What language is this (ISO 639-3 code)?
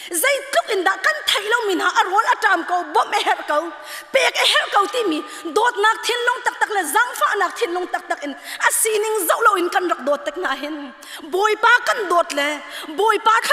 cnh